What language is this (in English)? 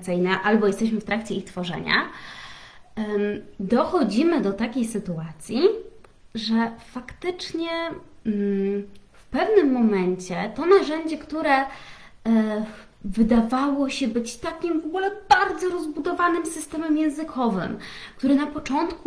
Polish